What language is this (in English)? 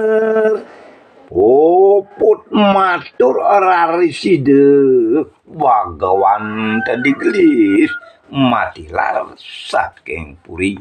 Balinese